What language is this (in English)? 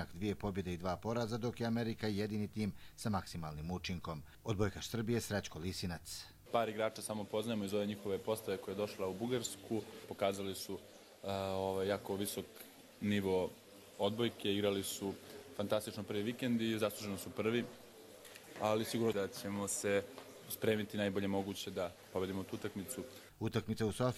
Croatian